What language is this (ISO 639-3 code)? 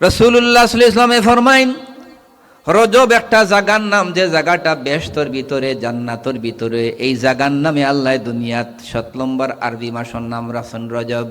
syl